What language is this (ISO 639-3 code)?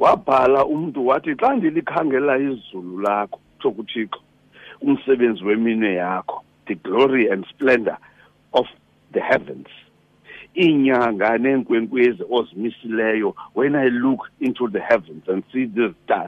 xho